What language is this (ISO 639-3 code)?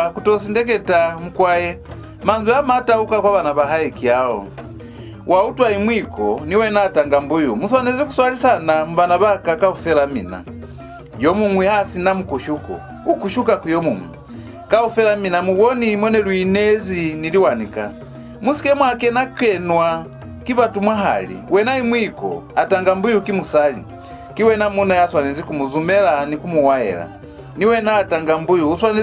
loz